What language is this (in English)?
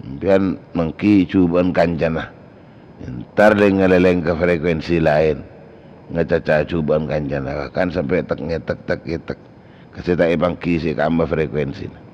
Madurese